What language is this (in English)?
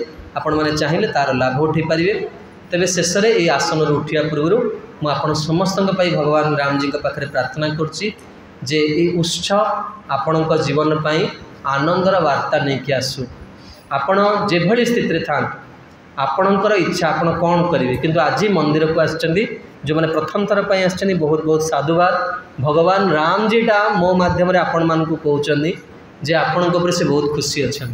Odia